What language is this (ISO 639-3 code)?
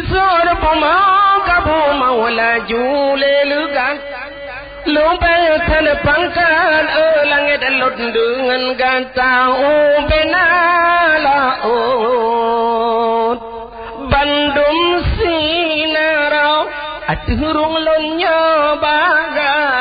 ace